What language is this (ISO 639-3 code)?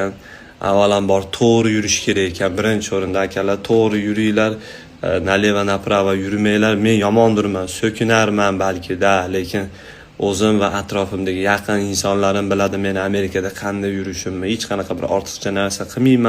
uzb